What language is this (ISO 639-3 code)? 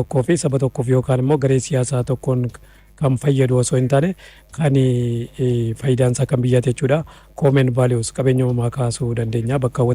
orm